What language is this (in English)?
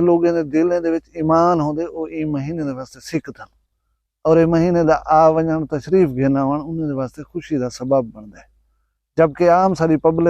Saraiki